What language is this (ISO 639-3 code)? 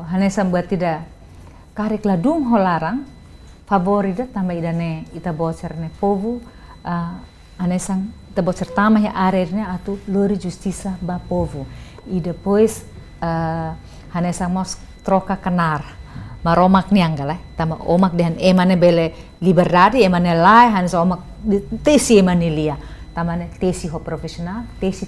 tet